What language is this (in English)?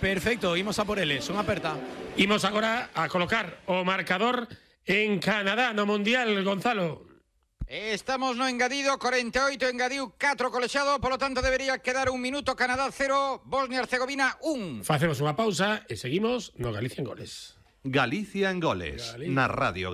Galician